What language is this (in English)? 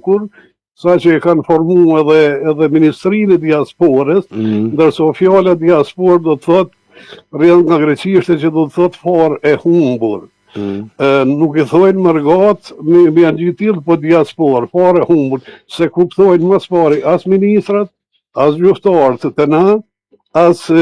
Albanian